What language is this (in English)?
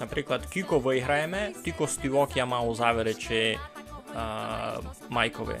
Rusyn